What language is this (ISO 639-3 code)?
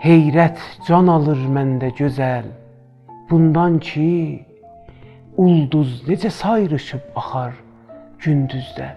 azb